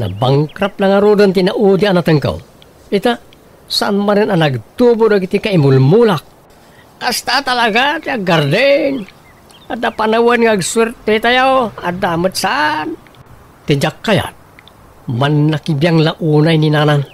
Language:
Iloko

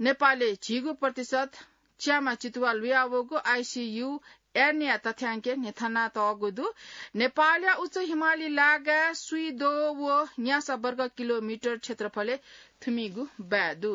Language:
Newari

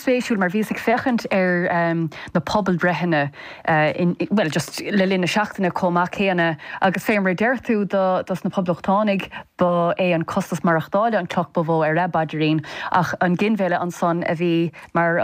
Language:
Irish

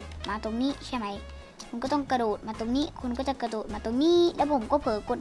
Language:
Thai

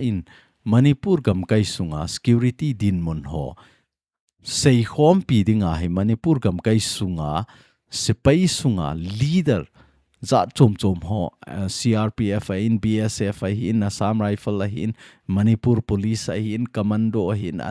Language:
Thado Chin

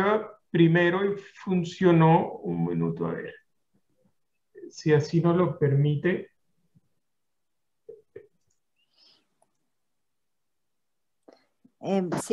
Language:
Spanish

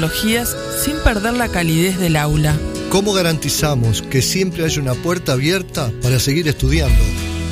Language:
Spanish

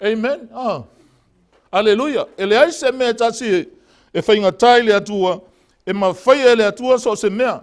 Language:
Samoan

